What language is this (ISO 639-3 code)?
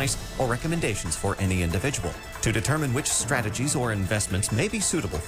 eng